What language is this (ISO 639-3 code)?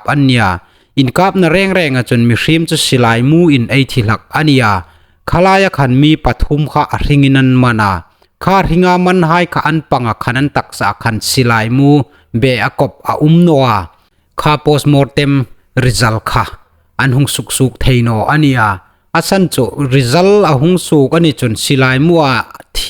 hmr